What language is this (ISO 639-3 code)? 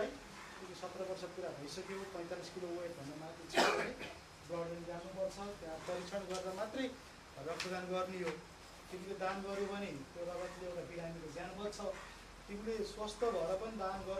nep